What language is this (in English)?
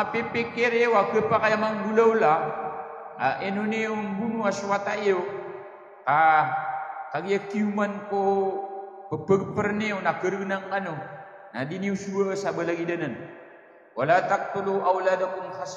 Maranao